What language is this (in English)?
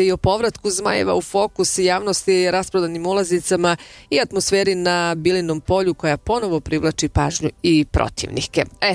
Bosnian